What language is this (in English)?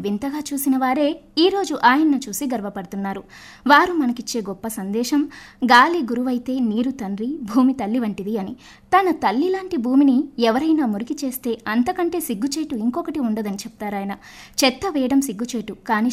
Telugu